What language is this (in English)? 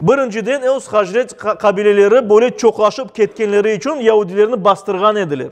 Crimean Tatar